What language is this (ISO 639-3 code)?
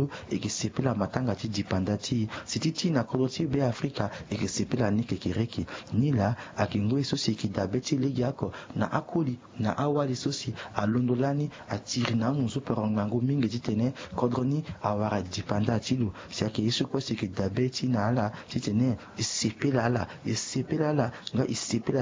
sag